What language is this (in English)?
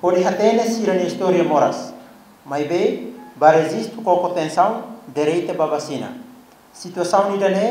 Tetum